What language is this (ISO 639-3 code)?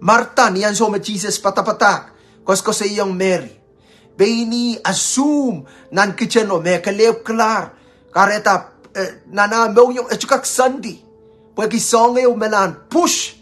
pon